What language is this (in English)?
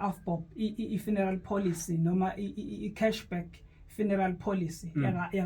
Zulu